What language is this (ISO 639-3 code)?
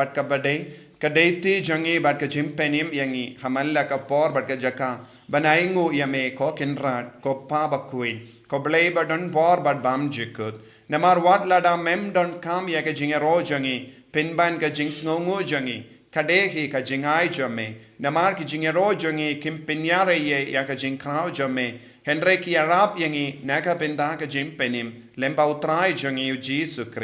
kha